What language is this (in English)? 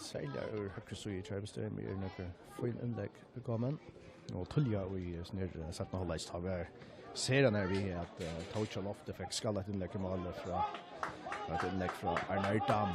Faroese